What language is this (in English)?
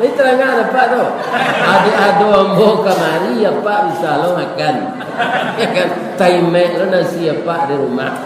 Minangkabau